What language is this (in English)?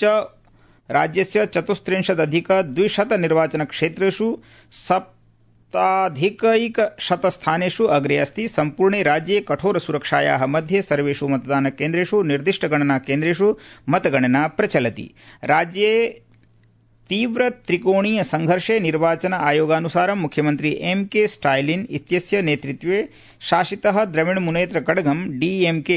Sanskrit